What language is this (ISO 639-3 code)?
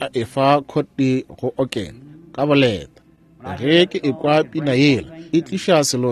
nso